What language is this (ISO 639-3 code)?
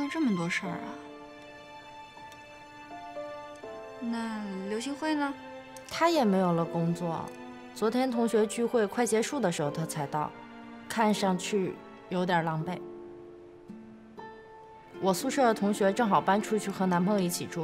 zho